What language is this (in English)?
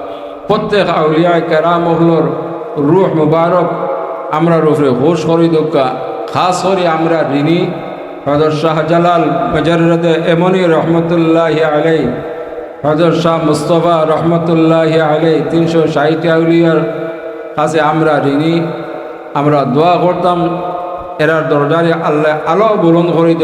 Sylheti